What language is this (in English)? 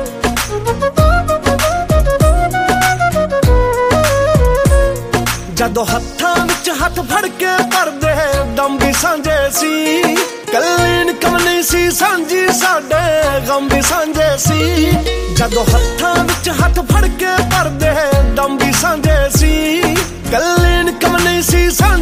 Punjabi